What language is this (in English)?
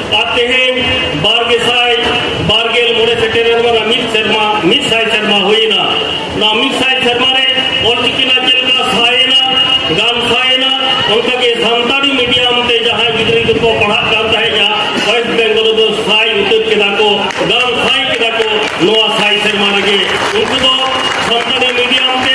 Santali